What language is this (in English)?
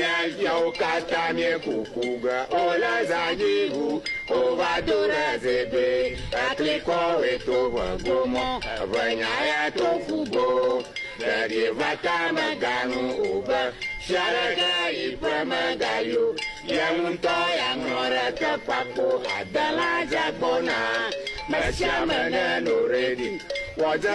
Ewe